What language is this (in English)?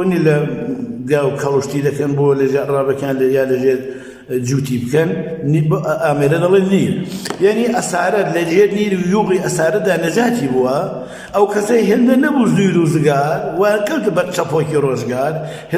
Central Kurdish